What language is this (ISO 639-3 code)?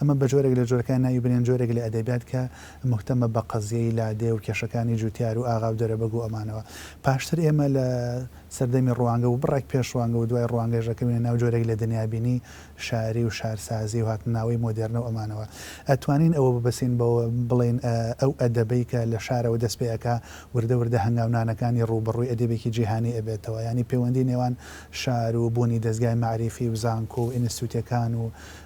ckb